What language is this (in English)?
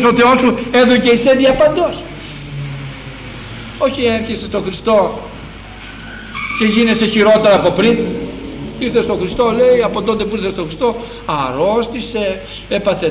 Greek